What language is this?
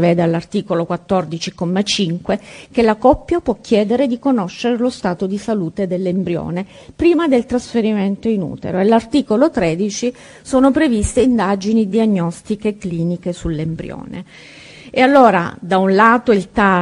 Italian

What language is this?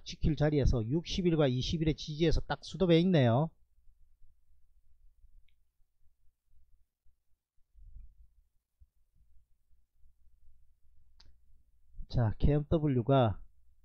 Korean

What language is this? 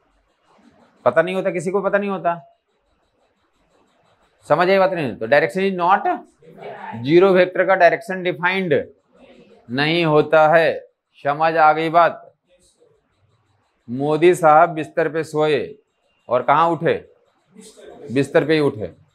Hindi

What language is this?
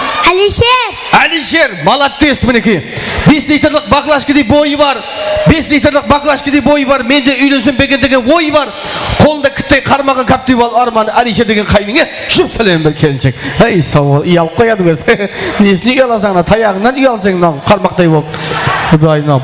Kara-Kalpak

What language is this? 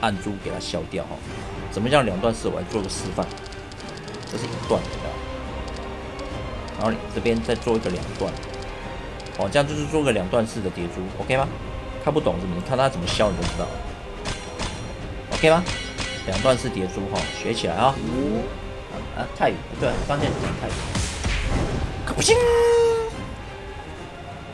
Chinese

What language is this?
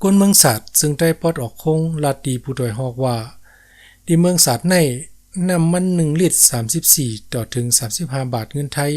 Shan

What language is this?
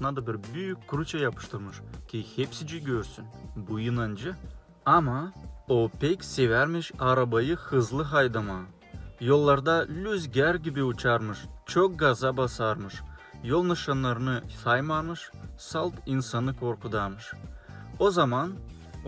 Gagauz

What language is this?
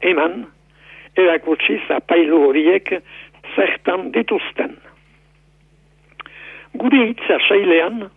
Basque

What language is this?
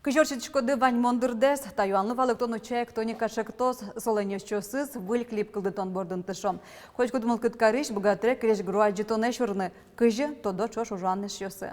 Udmurt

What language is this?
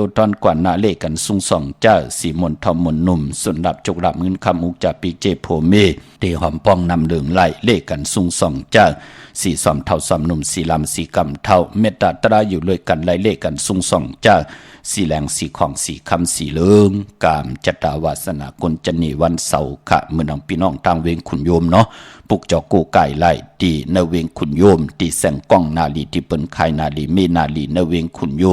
Shan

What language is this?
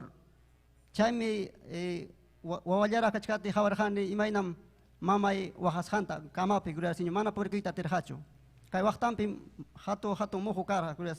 Ayacucho Quechua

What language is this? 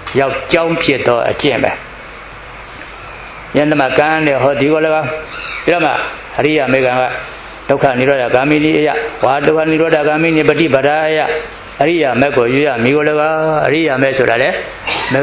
Burmese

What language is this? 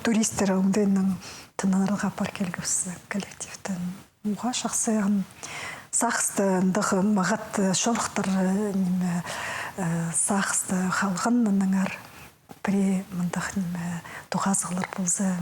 Khakas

